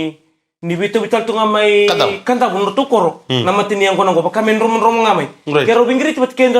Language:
Fijian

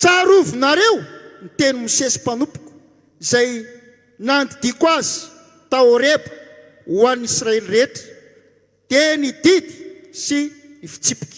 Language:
Malagasy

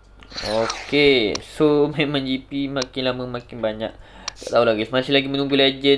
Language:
Malay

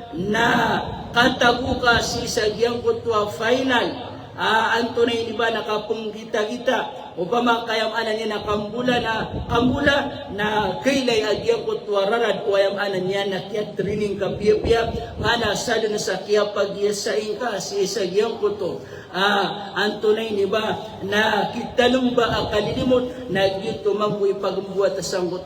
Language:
Maranao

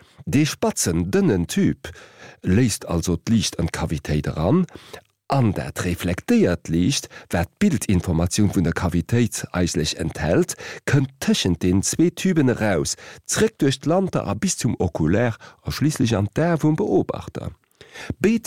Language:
Luxembourgish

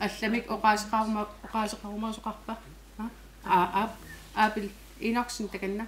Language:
Kalaallisut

